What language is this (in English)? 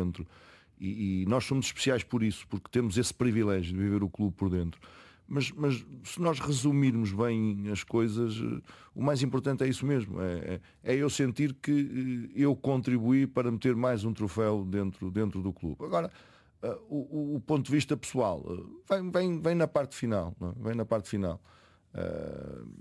Portuguese